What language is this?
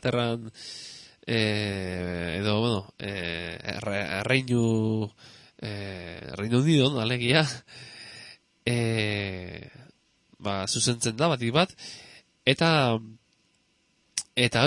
Basque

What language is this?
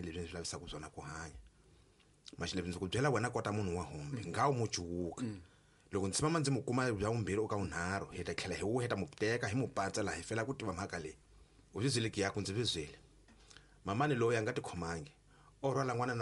Tsonga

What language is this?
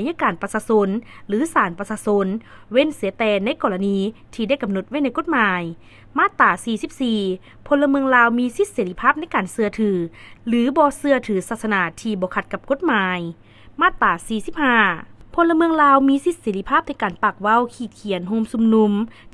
Lao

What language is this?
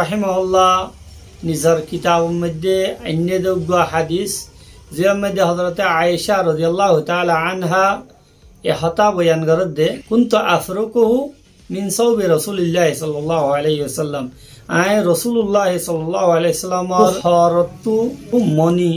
Rohingya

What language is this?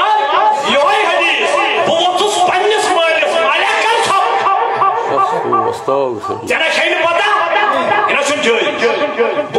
Kashmiri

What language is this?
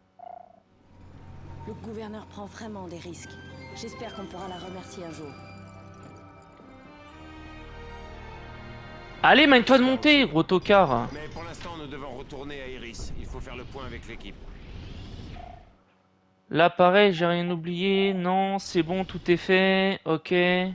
French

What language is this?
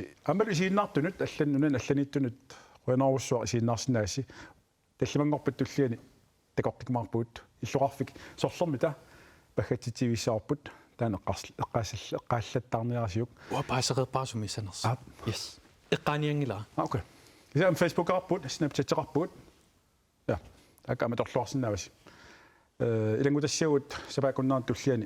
Kalaallisut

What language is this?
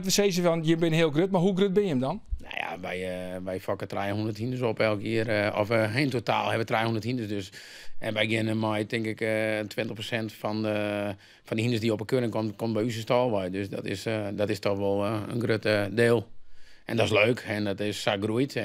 Western Frisian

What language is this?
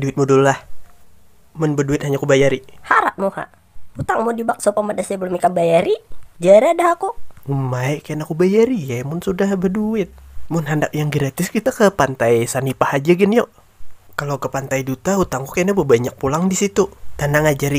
Banjar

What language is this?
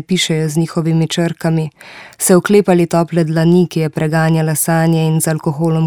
Slovenian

